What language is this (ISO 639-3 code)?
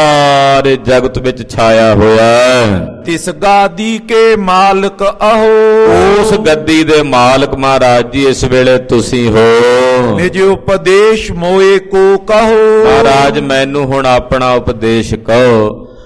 pan